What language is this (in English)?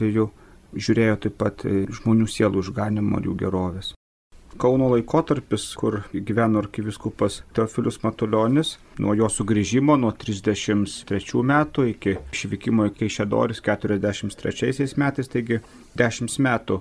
Lithuanian